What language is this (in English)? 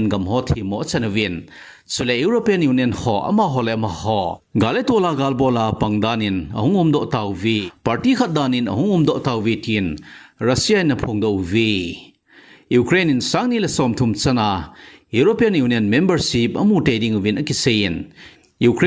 Thado Chin